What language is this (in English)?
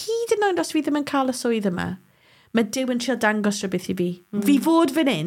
Welsh